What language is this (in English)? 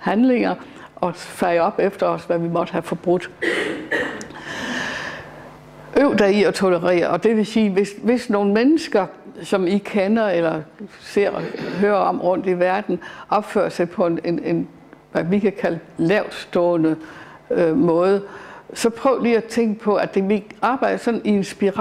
Danish